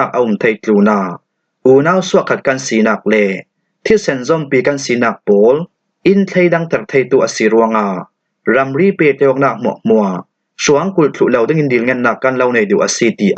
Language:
Falam Chin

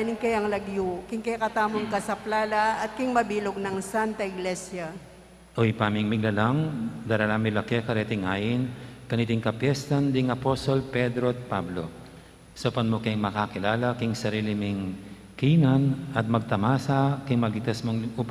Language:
Pampanga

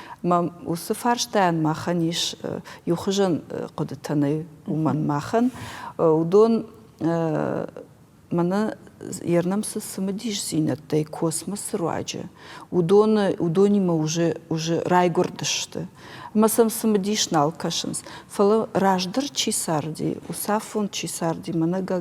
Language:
Ossetic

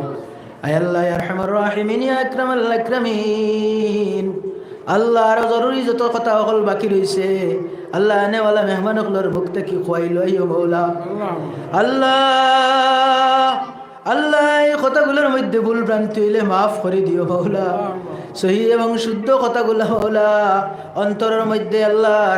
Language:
Sylheti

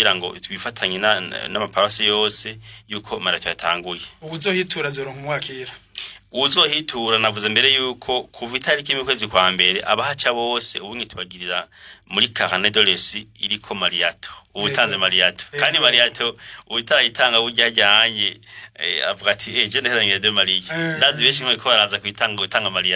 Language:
Rundi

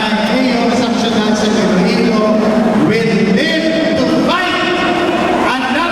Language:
Hiligaynon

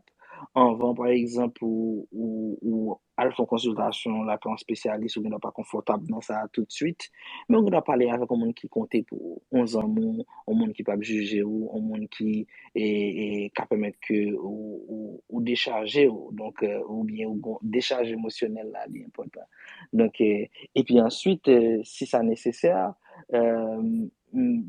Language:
Haitian Creole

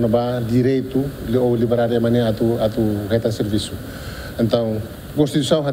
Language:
Tetum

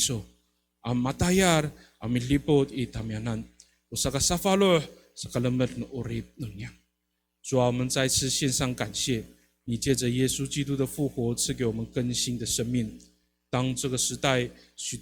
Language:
Amis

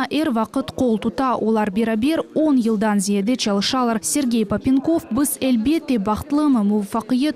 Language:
Crimean Tatar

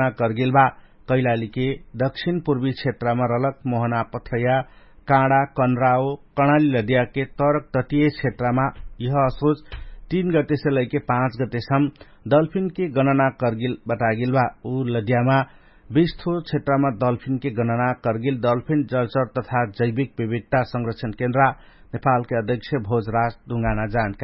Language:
Dangaura Tharu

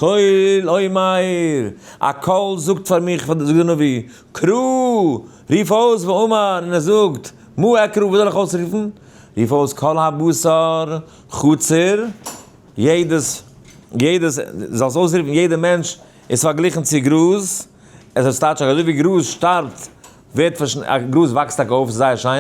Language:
Yiddish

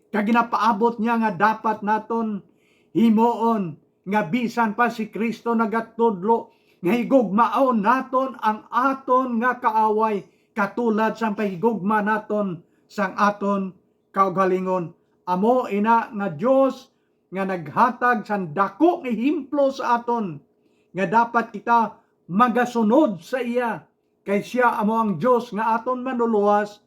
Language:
Hiligaynon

